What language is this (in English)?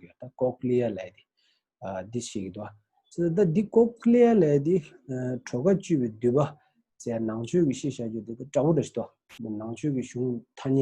Tibetan